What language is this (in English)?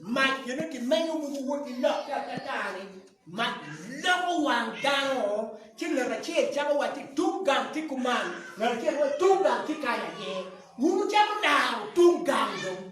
Acoli